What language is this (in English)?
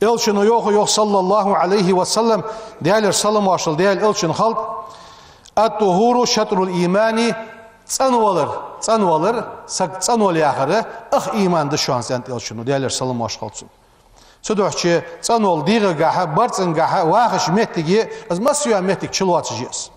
Ingush